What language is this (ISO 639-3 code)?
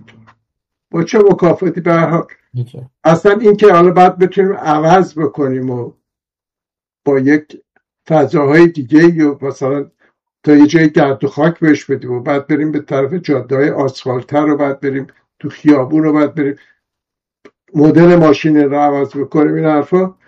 fas